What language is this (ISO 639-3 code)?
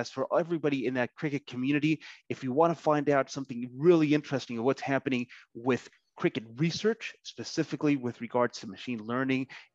eng